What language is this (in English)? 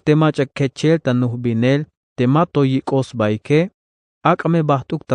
Tzeltal